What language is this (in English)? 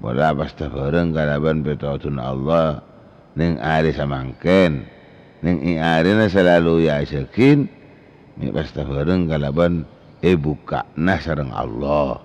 Madurese